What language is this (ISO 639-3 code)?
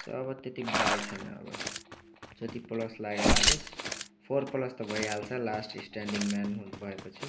nep